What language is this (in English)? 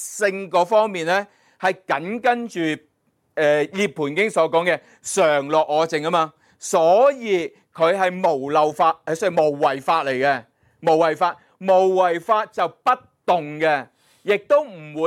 Cantonese